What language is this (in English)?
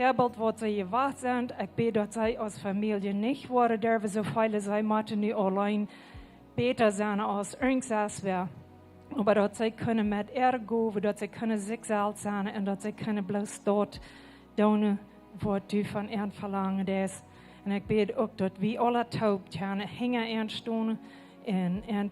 Plautdietsch